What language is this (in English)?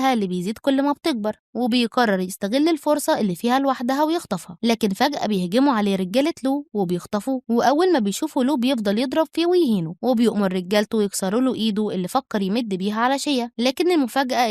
Egyptian Arabic